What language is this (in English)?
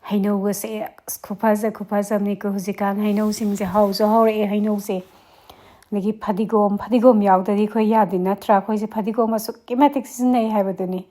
Manipuri